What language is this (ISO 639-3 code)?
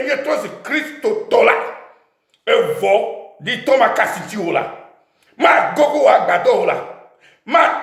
ewe